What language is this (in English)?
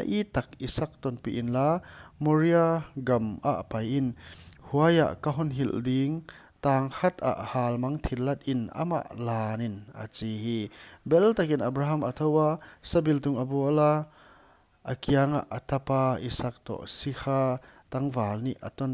Paite Chin